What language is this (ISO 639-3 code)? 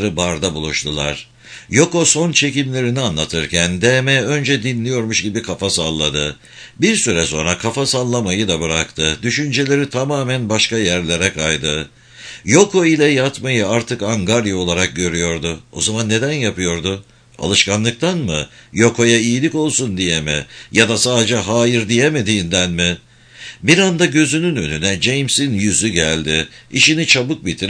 tur